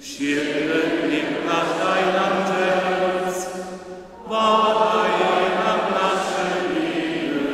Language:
Upper Sorbian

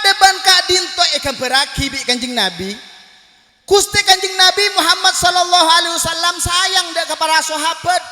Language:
Madurese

